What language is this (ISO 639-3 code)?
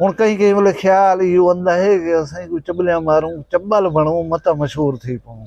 skr